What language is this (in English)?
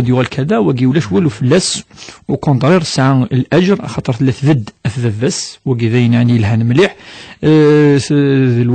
Kabyle